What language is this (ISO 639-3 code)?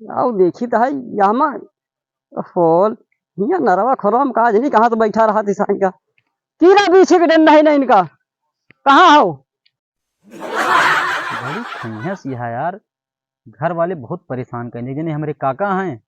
awa